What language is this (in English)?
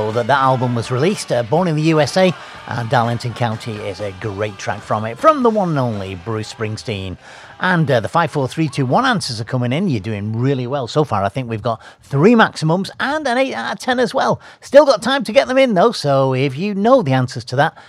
English